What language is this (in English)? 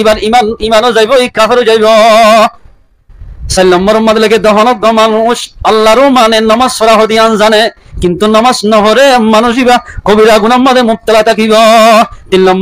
Rohingya